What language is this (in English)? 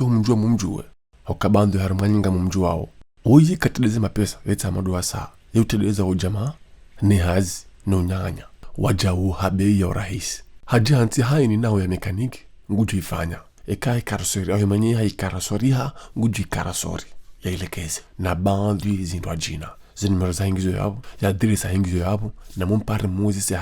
Ngazidja Comorian